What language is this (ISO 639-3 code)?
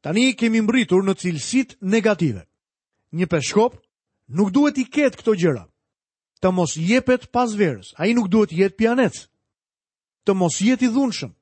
sqi